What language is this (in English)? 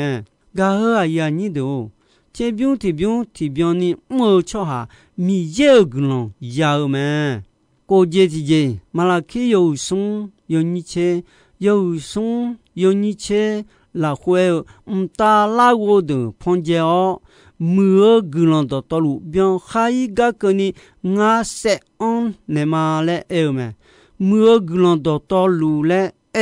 Akha